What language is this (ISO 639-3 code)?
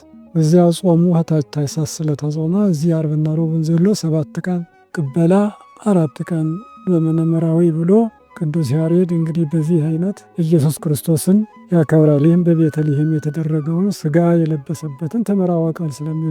amh